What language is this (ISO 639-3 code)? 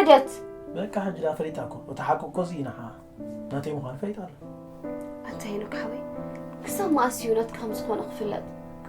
tir